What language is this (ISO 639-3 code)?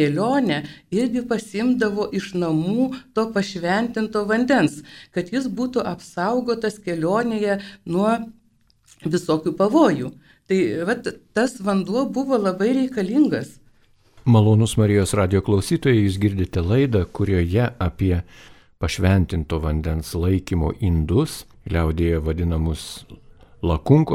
lit